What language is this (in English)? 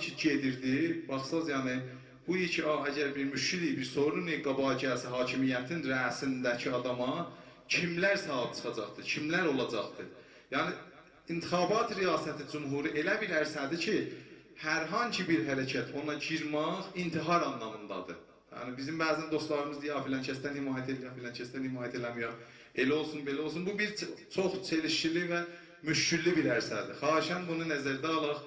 South Azerbaijani